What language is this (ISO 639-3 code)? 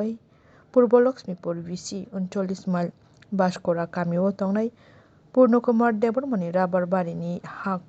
trp